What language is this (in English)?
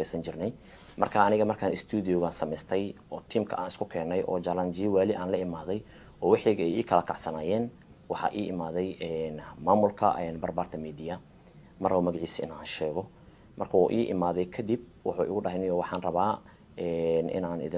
Somali